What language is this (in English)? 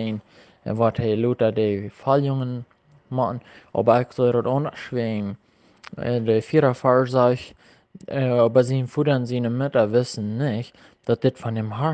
Plautdietsch